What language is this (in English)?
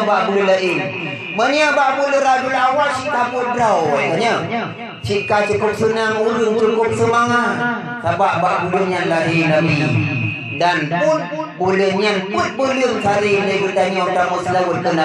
Achinese